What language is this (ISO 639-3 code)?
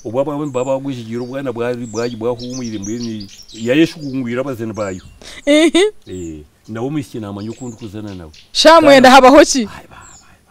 nyn